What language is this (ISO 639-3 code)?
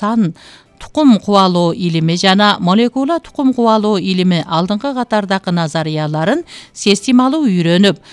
kir